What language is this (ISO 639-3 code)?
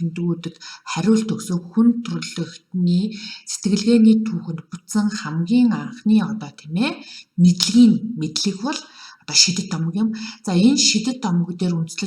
mon